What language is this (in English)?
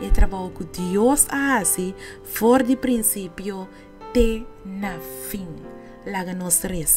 Papiamento